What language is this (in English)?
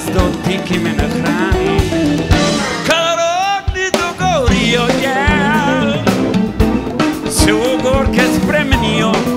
Slovenian